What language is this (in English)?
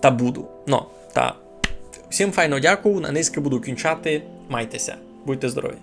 Rusyn